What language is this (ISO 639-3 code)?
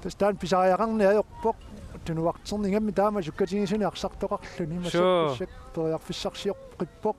kal